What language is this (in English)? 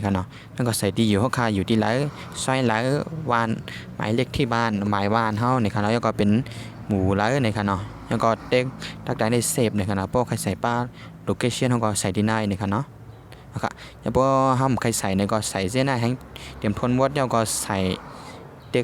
Shan